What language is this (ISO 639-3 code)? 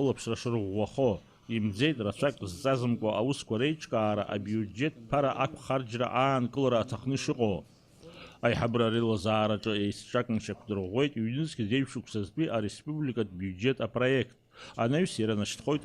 abk